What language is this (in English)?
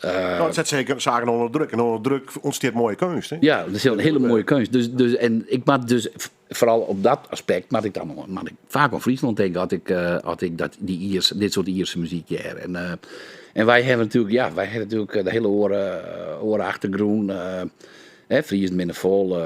Western Frisian